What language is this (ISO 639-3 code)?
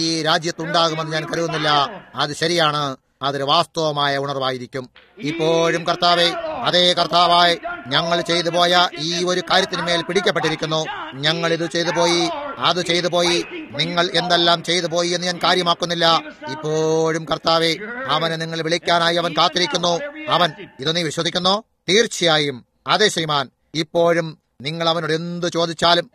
mal